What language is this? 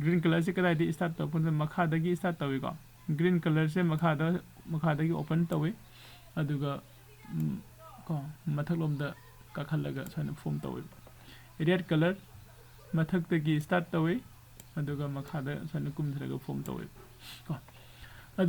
Manipuri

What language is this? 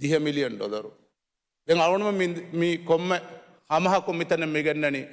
Divehi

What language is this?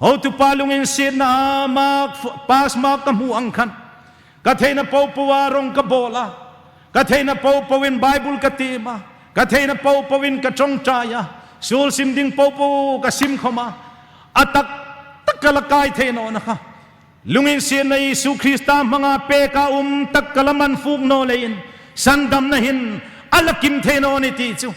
Hmar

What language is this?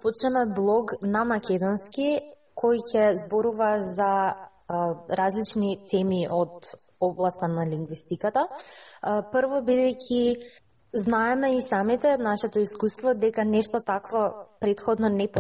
Macedonian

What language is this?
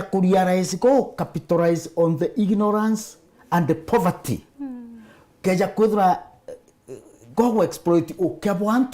Meru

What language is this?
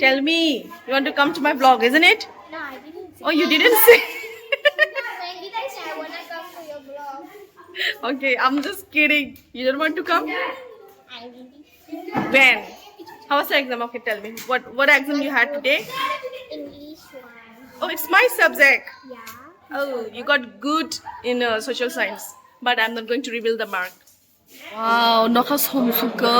Kok Borok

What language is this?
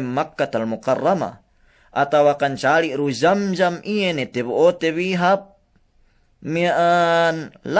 Yakan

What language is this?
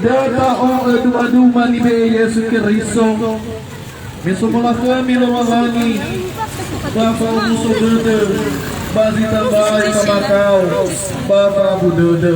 Nias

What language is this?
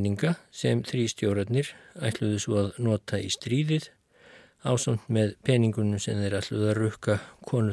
Icelandic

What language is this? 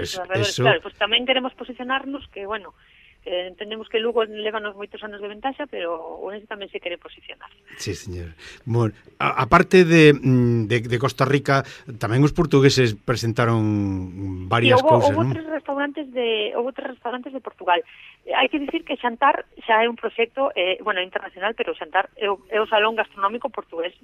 Galician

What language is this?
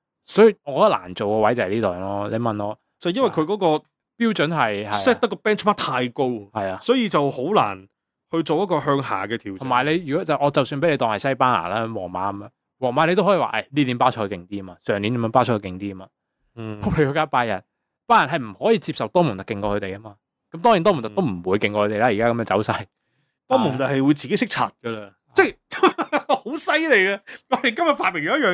Cantonese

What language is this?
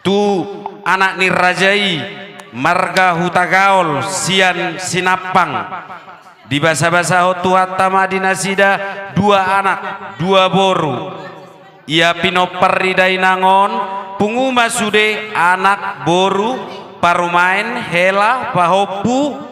Batak Toba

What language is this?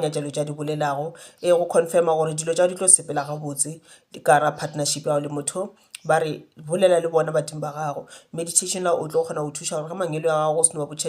Northern Sotho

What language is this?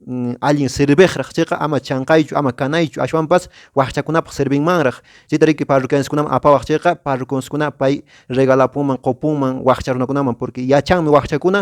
Quechua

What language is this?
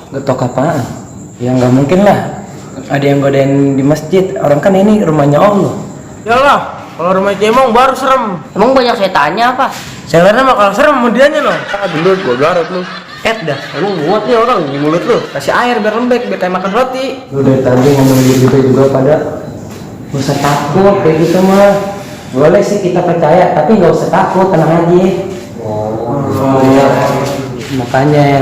Betawi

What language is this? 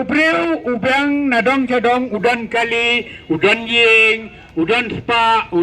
Khasi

